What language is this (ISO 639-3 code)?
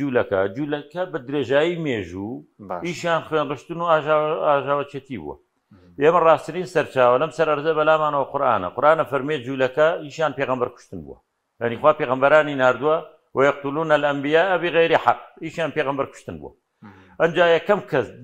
ckb